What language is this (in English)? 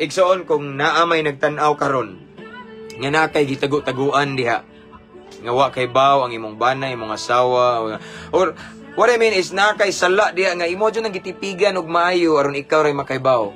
Cebuano